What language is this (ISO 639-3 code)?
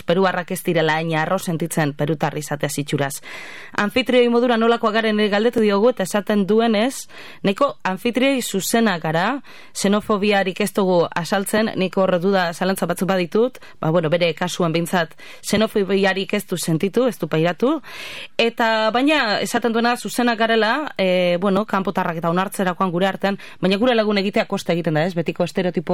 eus